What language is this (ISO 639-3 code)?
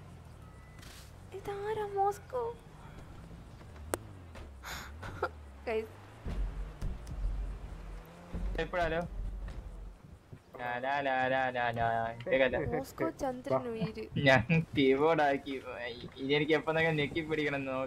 mal